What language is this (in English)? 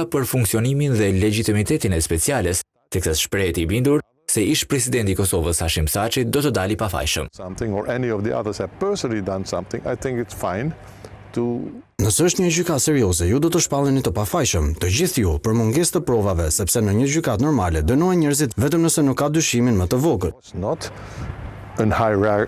Albanian